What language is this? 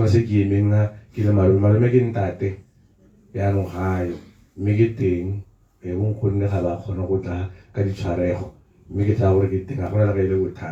Tswana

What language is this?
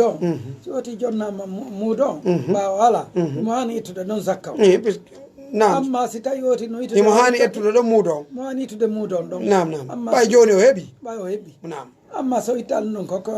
Fula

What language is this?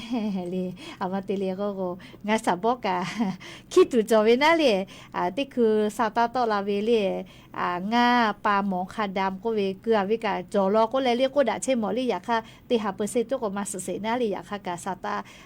Lahu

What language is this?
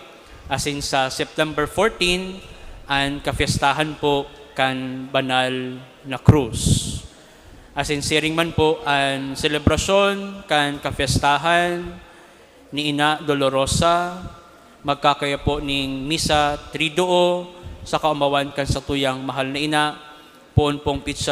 Bikol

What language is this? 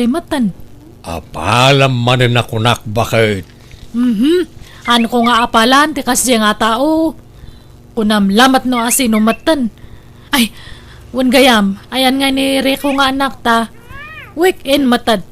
Iloko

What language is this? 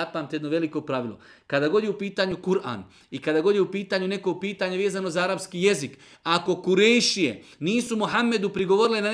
Bosnian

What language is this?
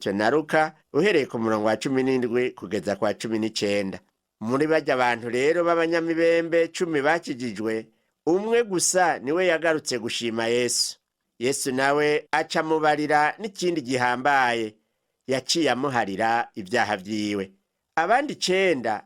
Rundi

